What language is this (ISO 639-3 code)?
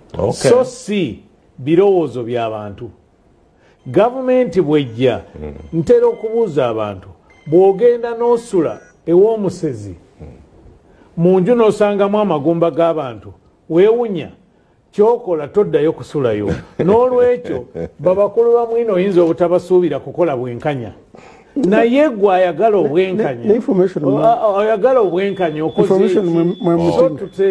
lug